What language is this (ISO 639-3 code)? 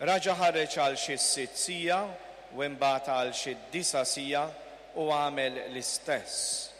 mlt